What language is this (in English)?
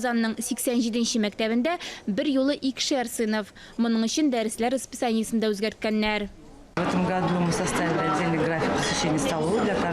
Tatar